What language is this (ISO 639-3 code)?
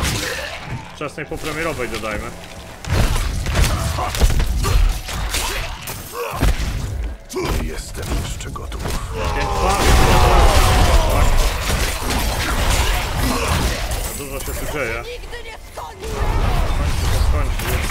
pol